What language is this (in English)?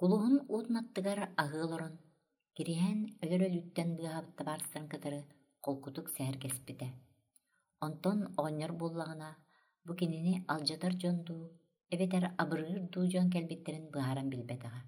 Yakut